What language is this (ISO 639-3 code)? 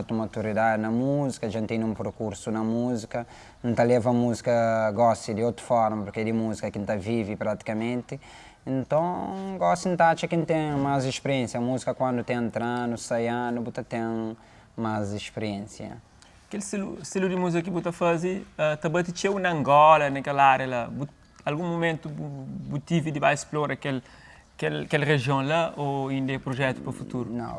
kea